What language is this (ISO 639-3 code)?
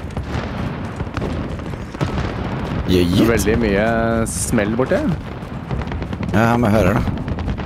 nor